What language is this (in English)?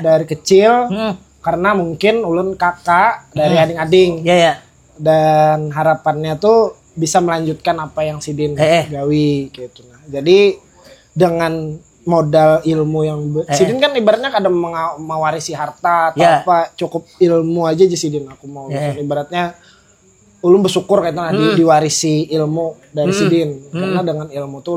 Banjar